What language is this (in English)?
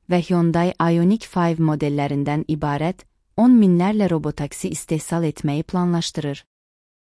Azerbaijani